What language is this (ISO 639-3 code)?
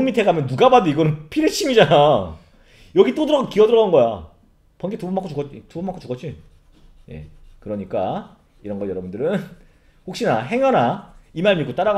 kor